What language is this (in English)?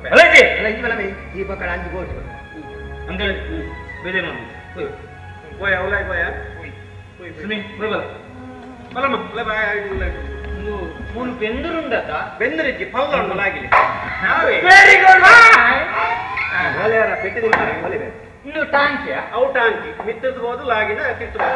Tulu